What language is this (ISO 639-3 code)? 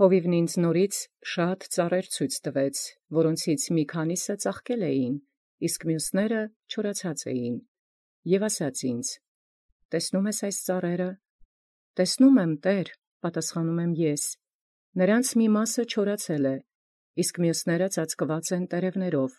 hye